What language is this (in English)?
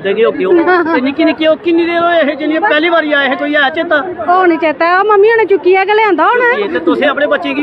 Dogri